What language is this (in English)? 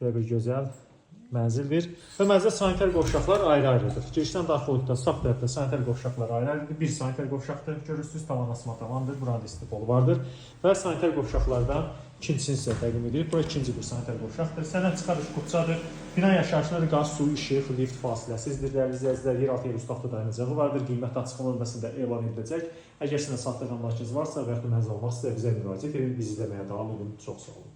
Azerbaijani